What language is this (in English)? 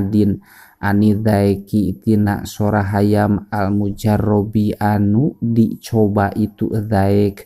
Sundanese